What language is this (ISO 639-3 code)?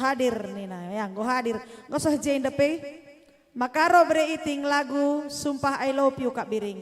btx